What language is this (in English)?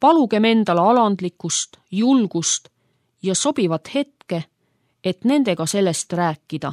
Estonian